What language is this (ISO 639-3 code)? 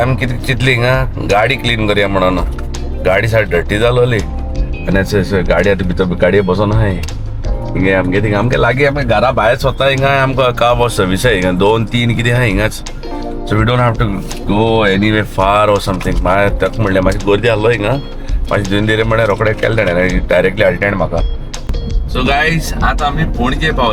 kok